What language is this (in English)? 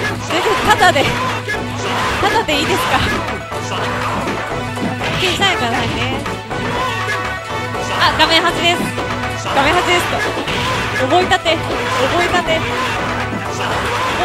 Japanese